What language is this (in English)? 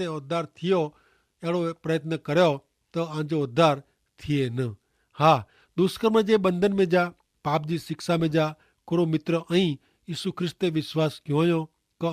Kachhi